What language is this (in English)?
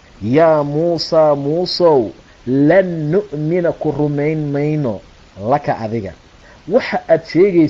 Somali